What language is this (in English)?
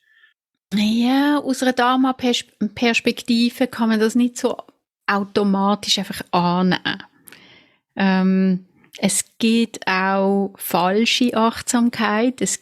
Swiss German